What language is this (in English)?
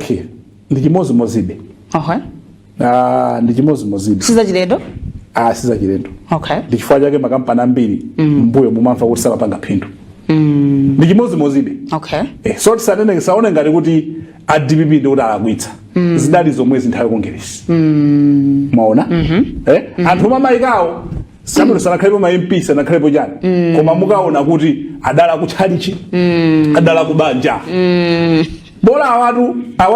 Nyanja